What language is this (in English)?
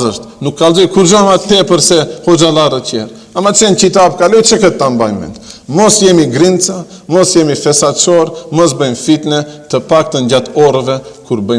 Albanian